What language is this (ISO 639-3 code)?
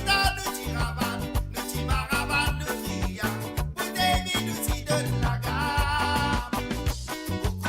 mfe